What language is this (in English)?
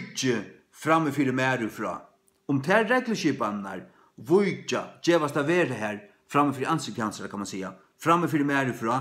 Faroese